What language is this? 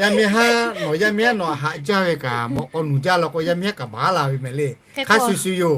Lahu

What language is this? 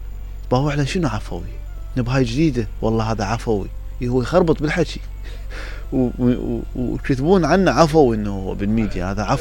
Mesopotamian Arabic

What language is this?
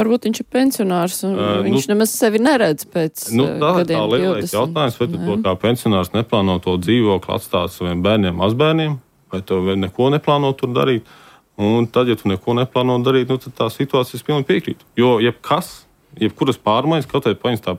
Latvian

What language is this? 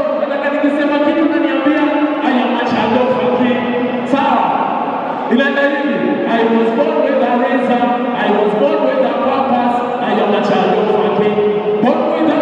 Swahili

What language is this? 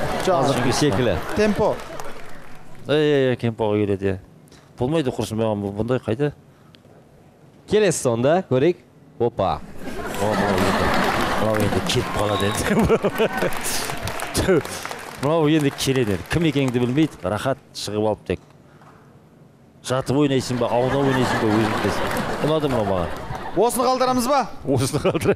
Kazakh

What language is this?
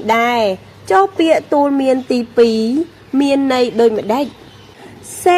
Khmer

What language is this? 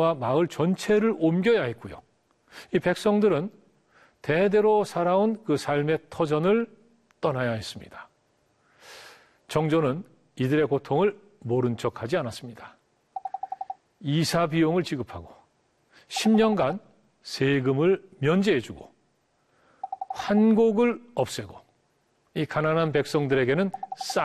Korean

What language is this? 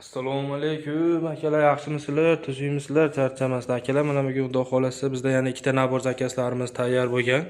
Uzbek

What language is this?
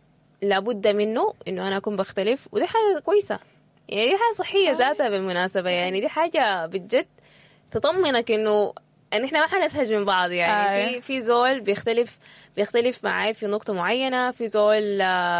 Sudanese Arabic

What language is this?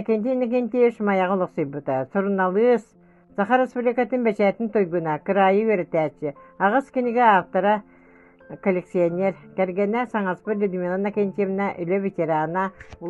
Yakut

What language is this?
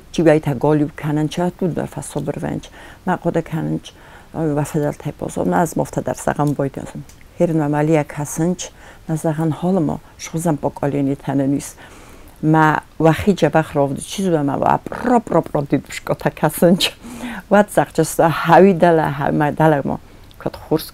Ossetic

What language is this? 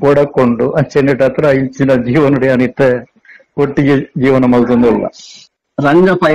Tulu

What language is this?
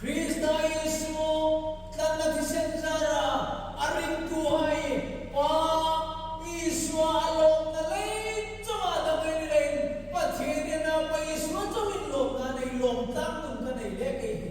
Hmar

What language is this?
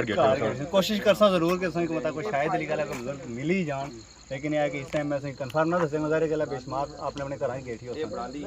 Pahari-Potwari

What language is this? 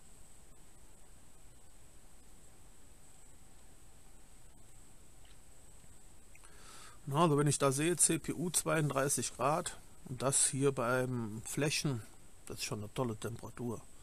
German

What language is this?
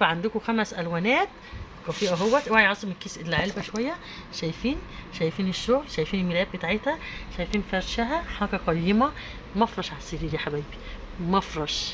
Egyptian Arabic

